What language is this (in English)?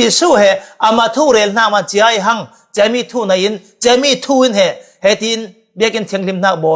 Falam Chin